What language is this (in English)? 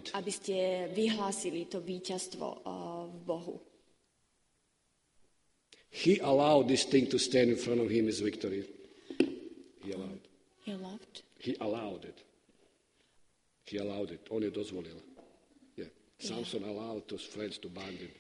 Slovak